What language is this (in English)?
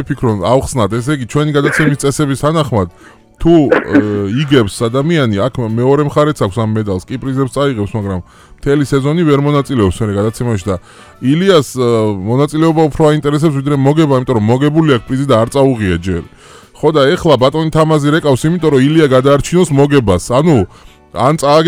Georgian